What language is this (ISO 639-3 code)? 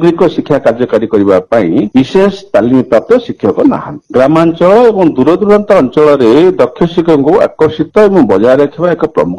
ori